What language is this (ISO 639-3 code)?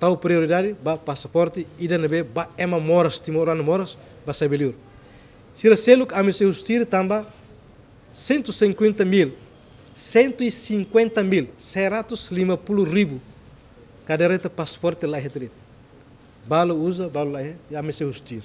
tet